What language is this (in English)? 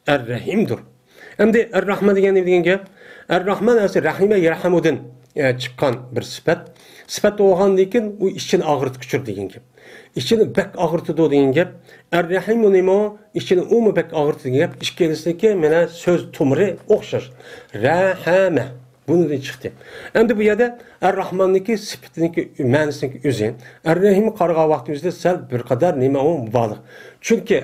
Uyghur